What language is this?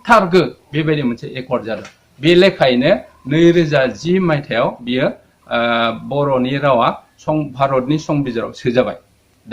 Bodo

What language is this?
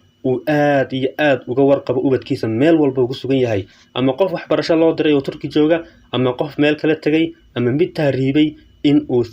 Somali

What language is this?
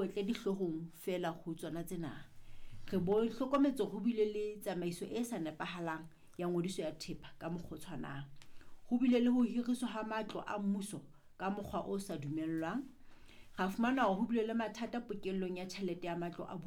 Southern Sotho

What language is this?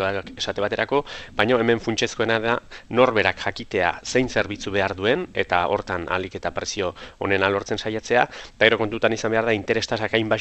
Basque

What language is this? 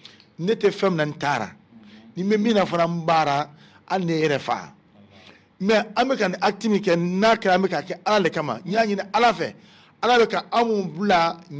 Bambara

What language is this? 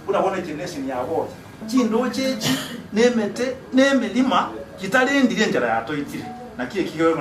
Gusii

